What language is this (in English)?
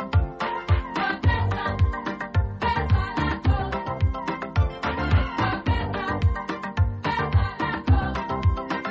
Swahili